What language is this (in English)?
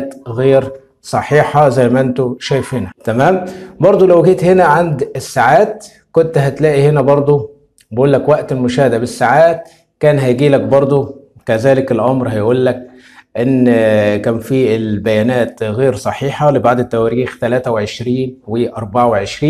Egyptian Arabic